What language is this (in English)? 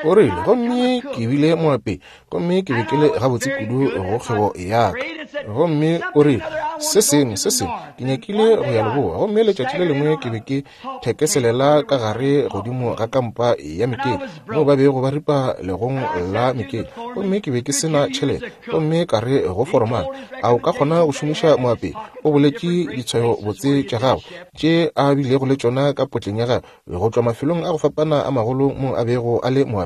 Northern Sotho